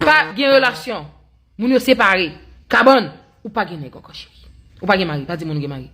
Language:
Haitian Creole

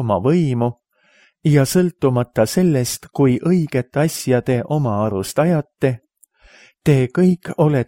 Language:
Estonian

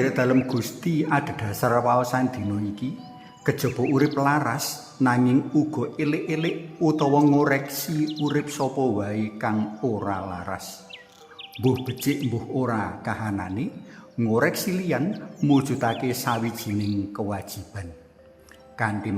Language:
Javanese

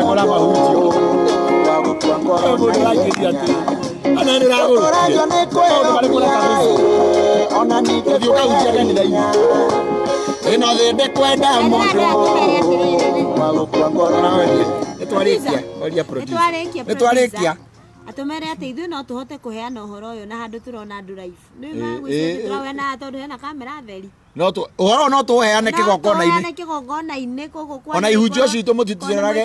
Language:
Kikuyu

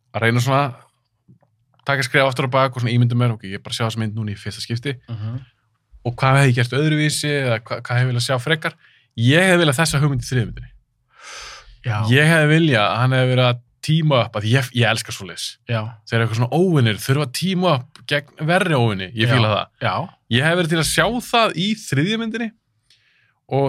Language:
Icelandic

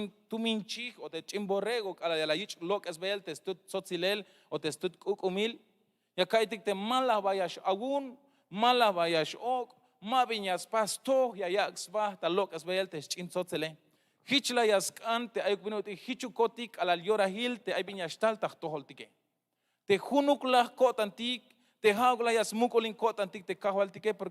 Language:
Tzeltal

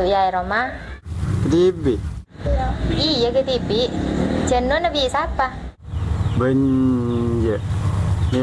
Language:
Madurese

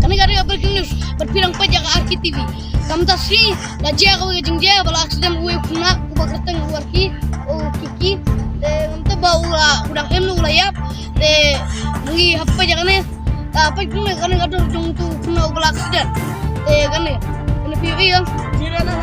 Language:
Khasi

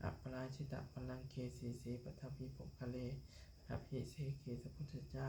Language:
Pali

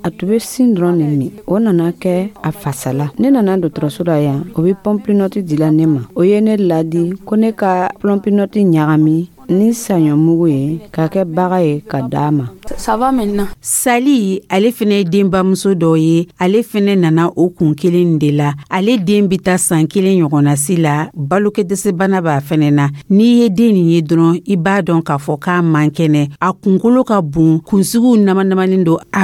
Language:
Dyula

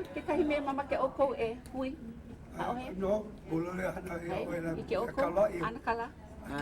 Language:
Hawaiian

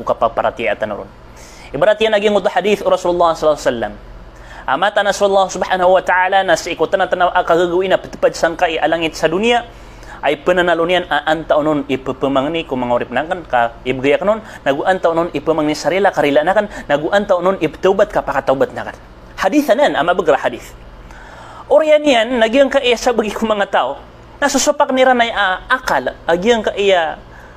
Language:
Maranao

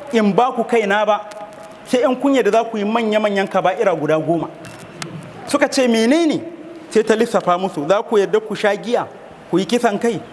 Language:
Hausa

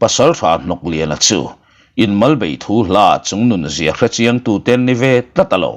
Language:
Mizo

